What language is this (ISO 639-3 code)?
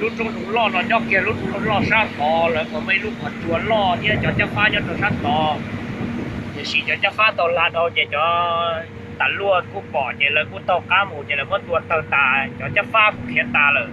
hmn